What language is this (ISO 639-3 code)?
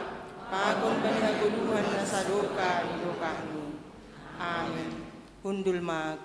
bts